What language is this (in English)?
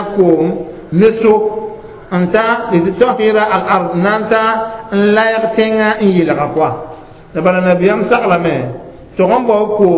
Mossi